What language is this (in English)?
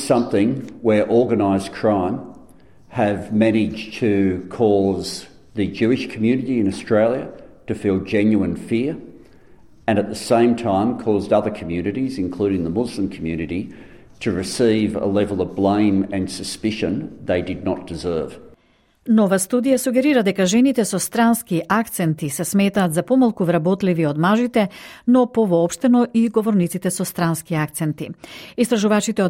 Macedonian